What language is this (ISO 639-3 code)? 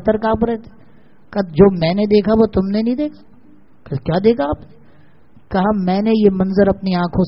urd